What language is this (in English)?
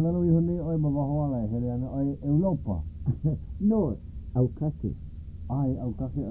Hawaiian